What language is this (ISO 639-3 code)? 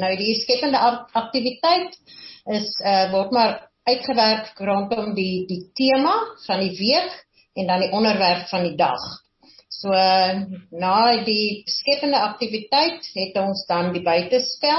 afr